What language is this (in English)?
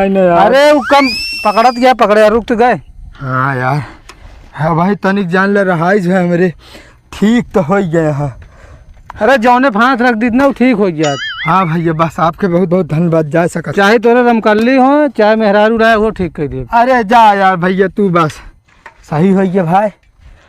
Awadhi